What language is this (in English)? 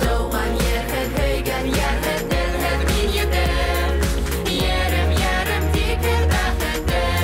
Bashkir